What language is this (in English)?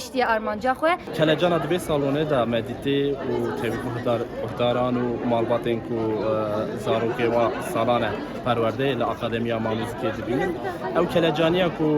Kurdish